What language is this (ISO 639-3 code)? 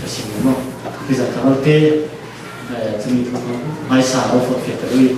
cfm